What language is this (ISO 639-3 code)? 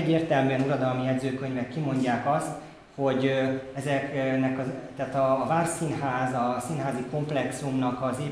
hun